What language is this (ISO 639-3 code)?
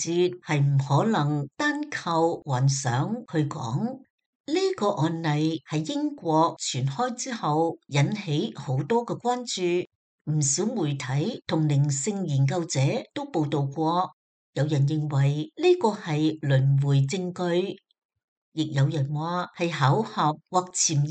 yue